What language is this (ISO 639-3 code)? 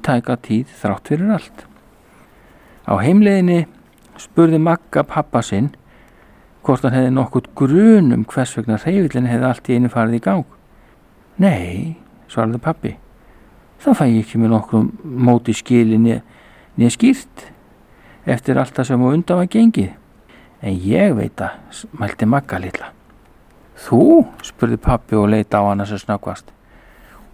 isl